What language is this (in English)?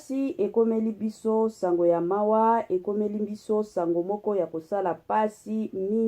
Lingala